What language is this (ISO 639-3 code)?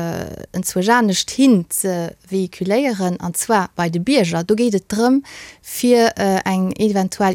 ltz